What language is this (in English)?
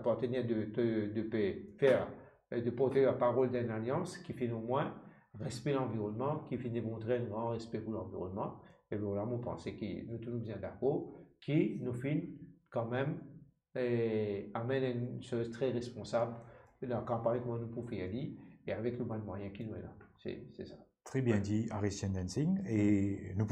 Morisyen